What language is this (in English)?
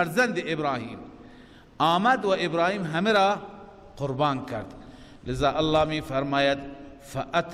Persian